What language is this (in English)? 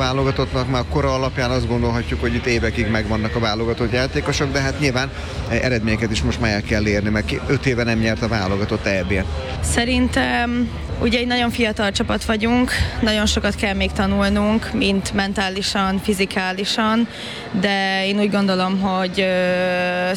Hungarian